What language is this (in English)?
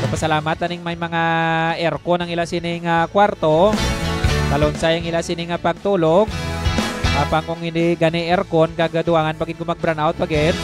Hiligaynon